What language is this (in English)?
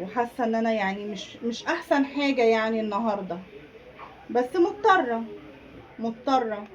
Egyptian Arabic